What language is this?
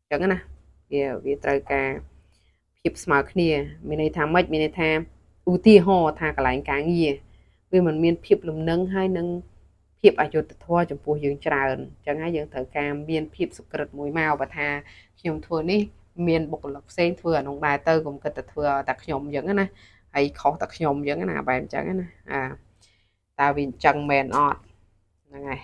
Khmer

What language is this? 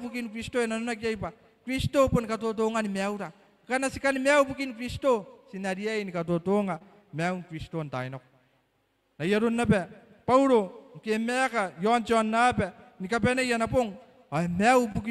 Gilbertese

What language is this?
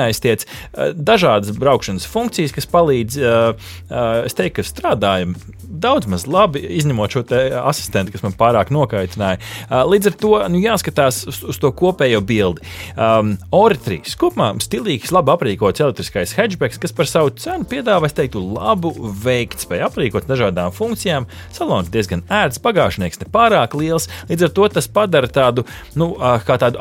Latvian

